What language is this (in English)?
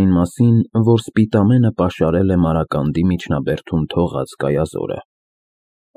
Armenian